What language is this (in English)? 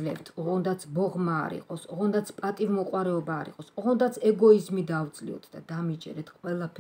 Georgian